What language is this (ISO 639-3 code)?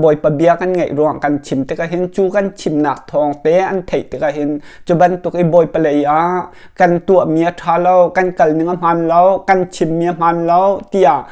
cnh